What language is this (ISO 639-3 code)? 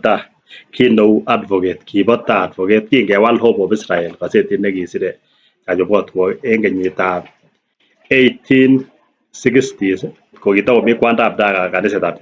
kln